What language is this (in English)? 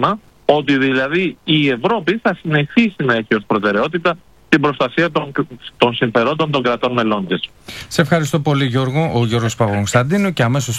Greek